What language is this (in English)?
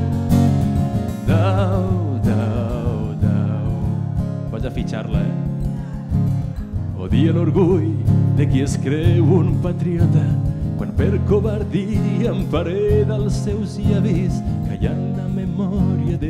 Catalan